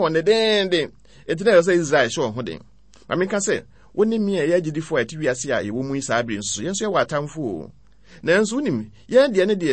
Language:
Akan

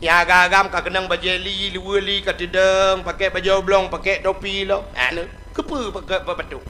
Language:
Achinese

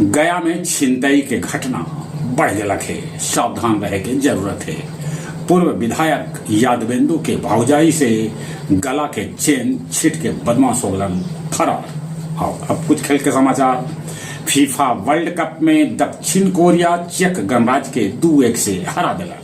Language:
Magahi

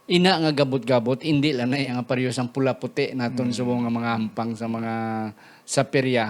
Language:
Hiligaynon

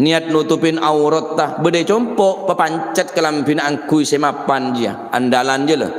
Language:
Madurese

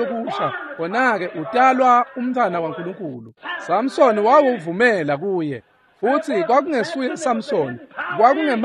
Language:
Swati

